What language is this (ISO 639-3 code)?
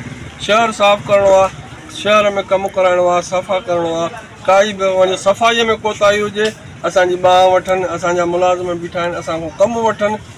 snd